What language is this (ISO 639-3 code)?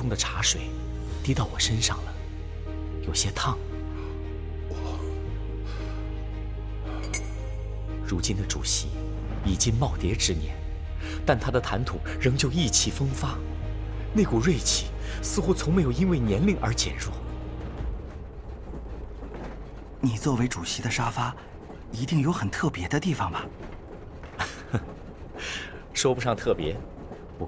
zho